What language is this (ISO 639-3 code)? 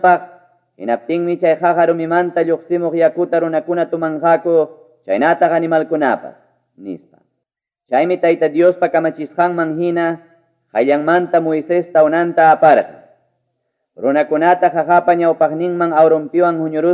quy